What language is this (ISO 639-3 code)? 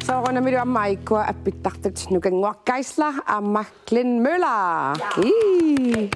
kal